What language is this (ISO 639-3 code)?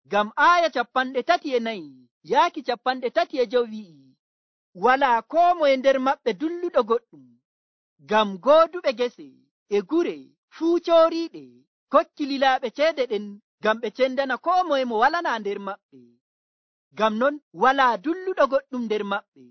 fuv